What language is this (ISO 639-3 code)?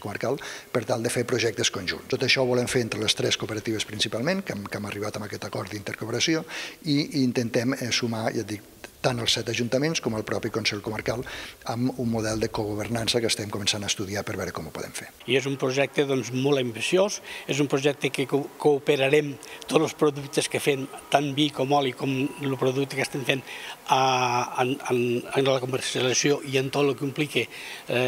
cat